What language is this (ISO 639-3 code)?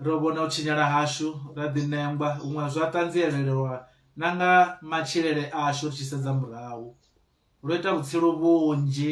ven